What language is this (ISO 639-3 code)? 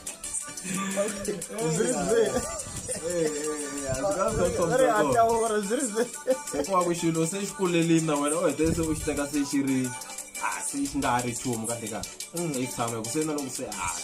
tso